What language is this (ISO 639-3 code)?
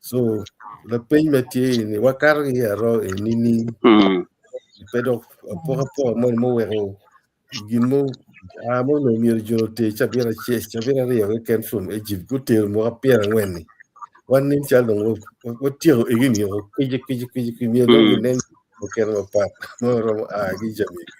ach